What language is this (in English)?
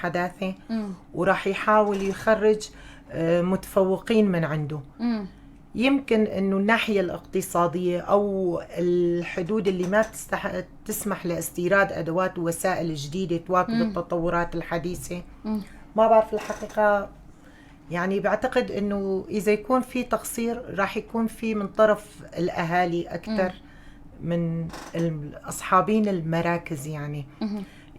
North Levantine Arabic